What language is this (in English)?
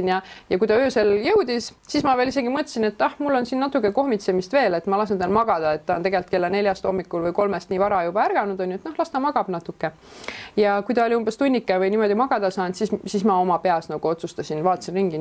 Estonian